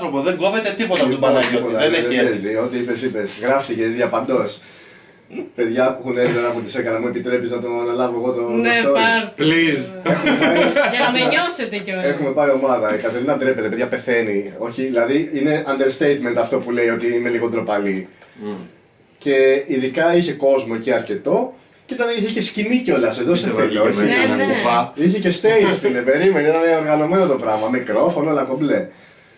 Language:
Greek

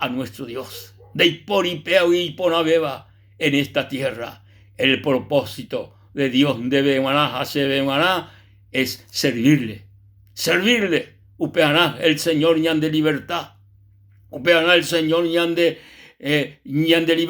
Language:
Guarani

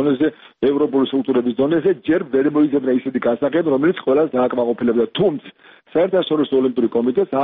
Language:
Georgian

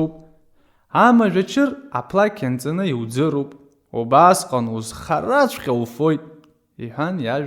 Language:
Abkhazian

